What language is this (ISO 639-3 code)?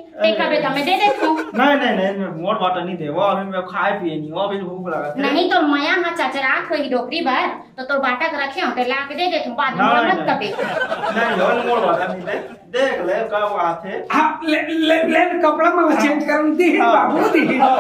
hne